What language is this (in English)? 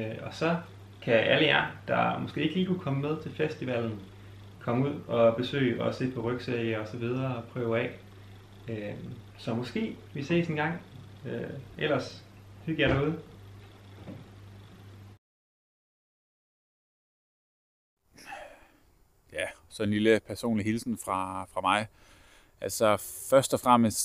Danish